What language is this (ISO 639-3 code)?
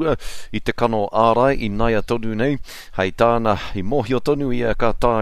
mri